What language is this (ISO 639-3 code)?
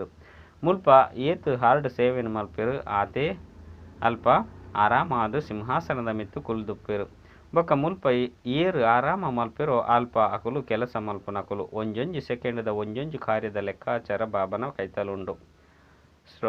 tcy